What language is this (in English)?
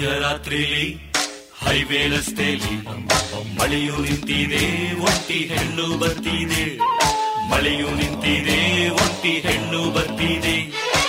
Kannada